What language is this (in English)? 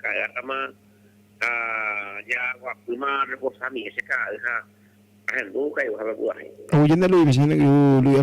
Guarani